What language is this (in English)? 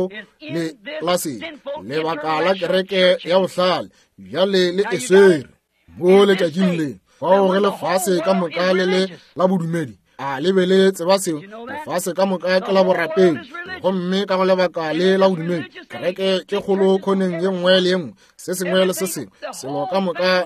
Northern Sotho